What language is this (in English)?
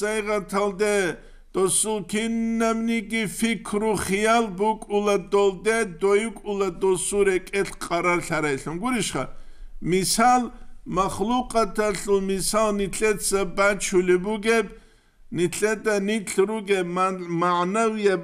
Avaric